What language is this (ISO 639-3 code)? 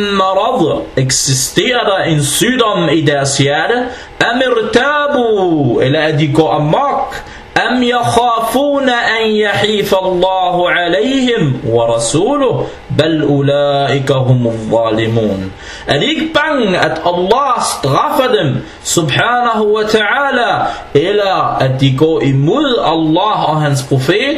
dan